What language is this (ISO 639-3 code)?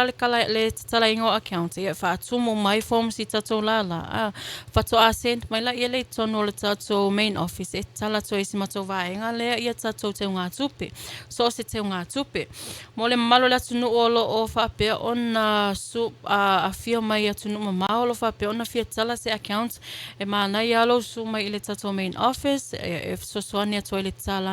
smo